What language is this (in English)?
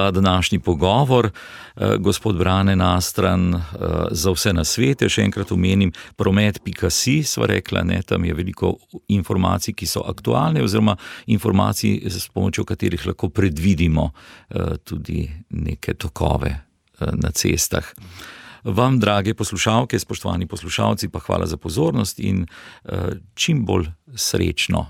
Slovenian